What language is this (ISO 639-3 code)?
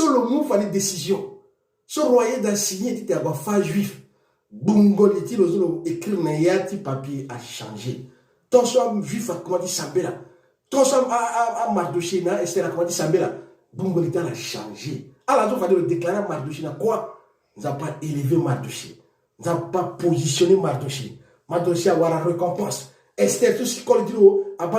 sag